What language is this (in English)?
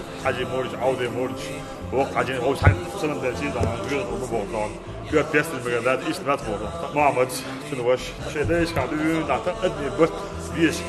Chechen